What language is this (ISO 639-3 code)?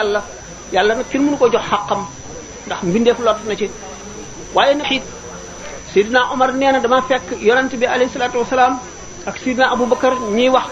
wol